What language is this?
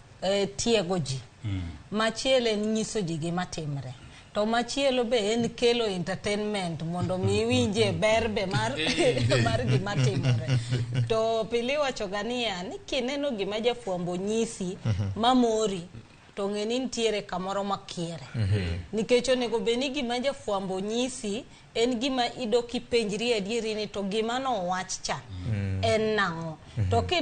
Luo (Kenya and Tanzania)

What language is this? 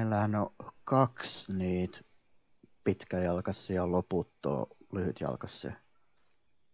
Finnish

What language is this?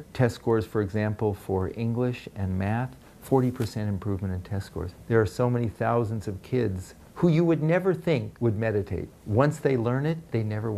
English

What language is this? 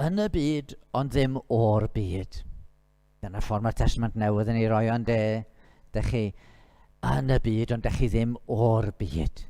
Welsh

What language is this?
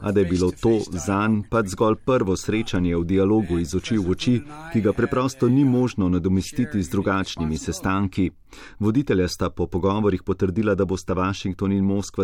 Slovenian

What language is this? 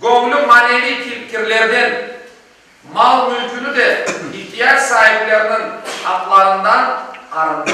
Crimean Tatar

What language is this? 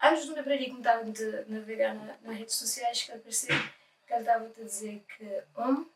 Kabuverdianu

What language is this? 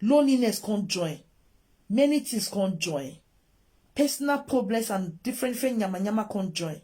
Nigerian Pidgin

